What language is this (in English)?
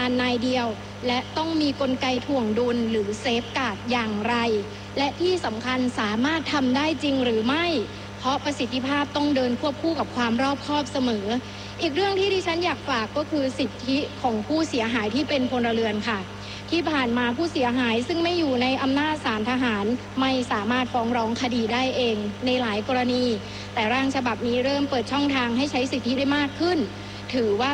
Thai